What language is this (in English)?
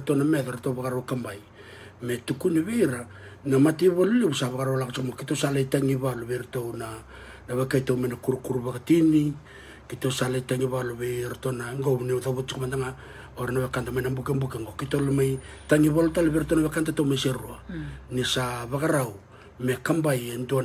Fijian